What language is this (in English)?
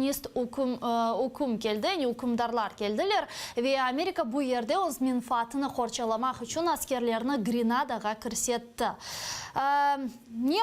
Crimean Tatar